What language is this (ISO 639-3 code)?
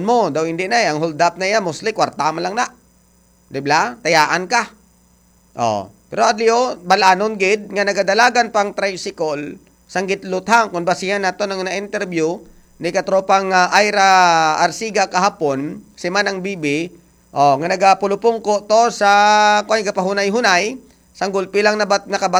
hil